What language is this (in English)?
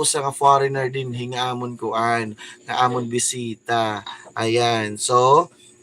Waray